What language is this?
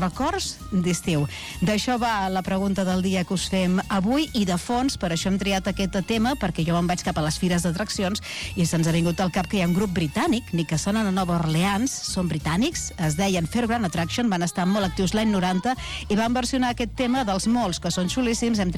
Catalan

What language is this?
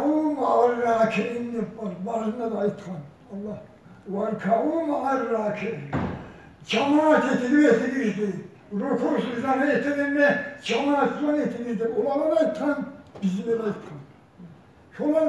Kumyk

